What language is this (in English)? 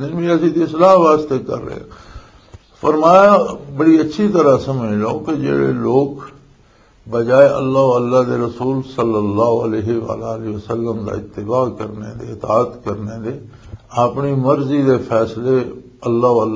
Western Panjabi